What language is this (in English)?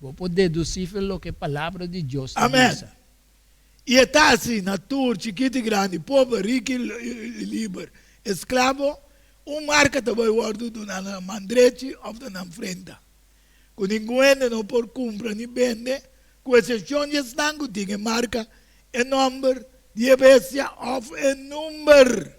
Papiamento